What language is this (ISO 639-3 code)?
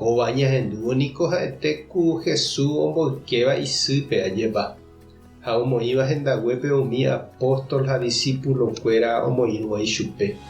grn